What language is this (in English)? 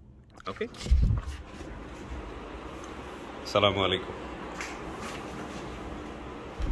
Bangla